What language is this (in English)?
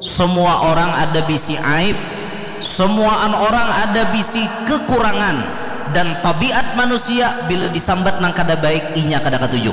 Banjar